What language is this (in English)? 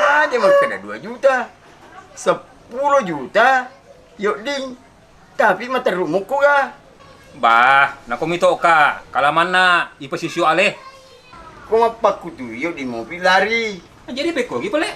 Buginese